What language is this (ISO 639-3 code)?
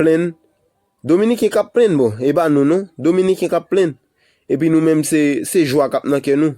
hat